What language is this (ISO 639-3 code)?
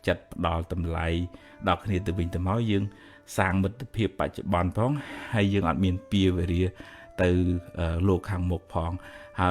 khm